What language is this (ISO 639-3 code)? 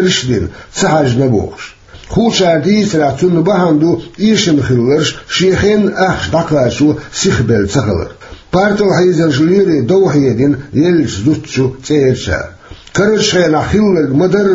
che